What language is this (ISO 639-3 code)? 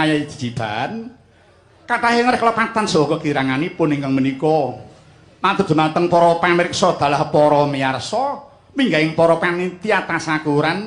jav